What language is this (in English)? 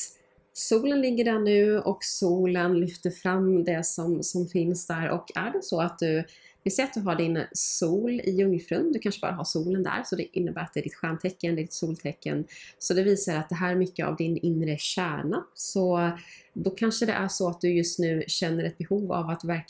Swedish